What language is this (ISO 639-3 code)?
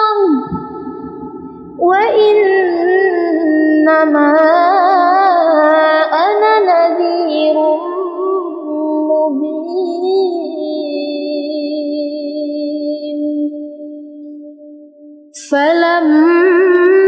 ara